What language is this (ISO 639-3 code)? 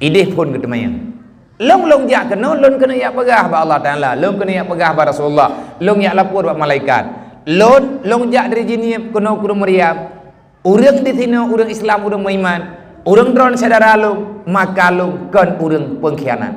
ace